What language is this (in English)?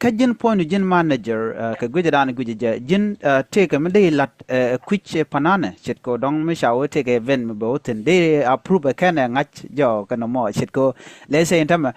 Nuer